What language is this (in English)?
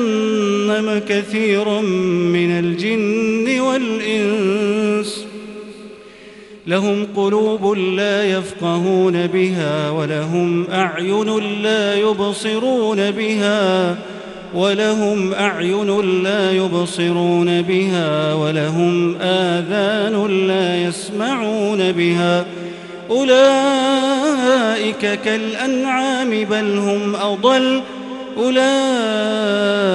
Arabic